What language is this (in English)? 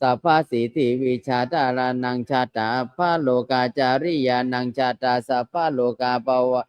Pali